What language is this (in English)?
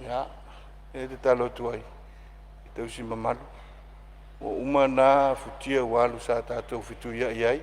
Samoan